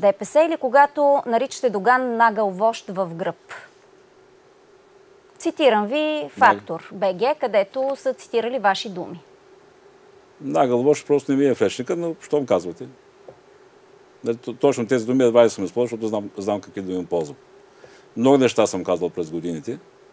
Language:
Bulgarian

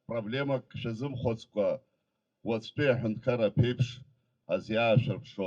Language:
Abkhazian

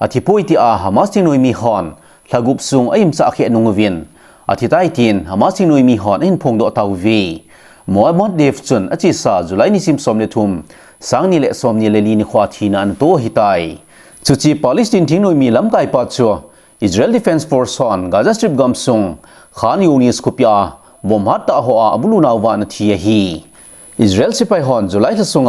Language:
Thado Chin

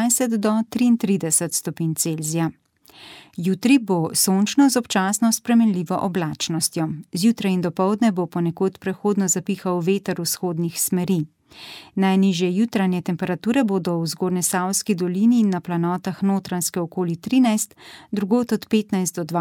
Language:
Slovenian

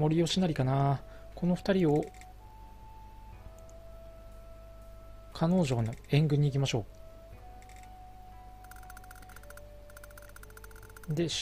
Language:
Japanese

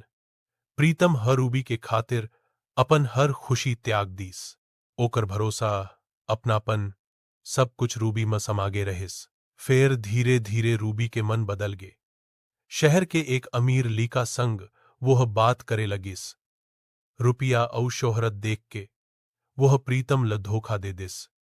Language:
Chhattisgarhi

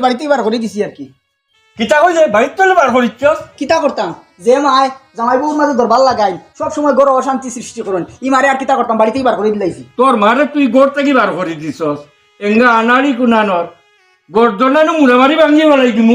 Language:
Sylheti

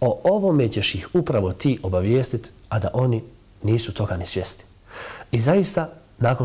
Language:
Bosnian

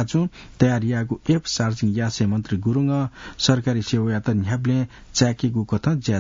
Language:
Newari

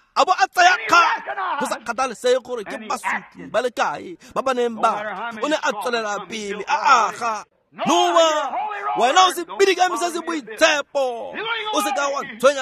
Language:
Tswana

